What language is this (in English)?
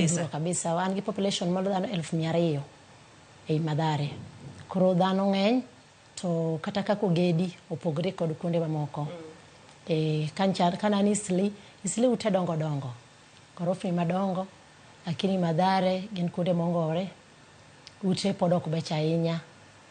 Luo (Kenya and Tanzania)